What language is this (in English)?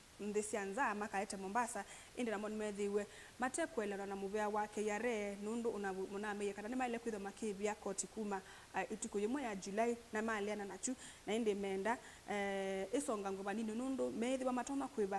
Kamba